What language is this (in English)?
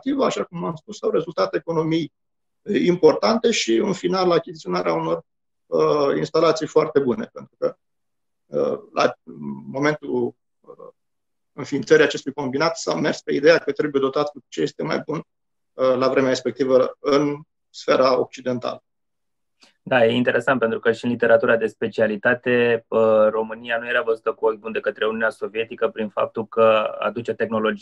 Romanian